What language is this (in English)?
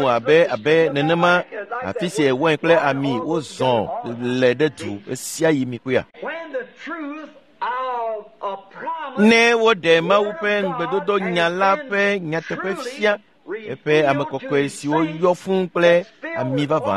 Ewe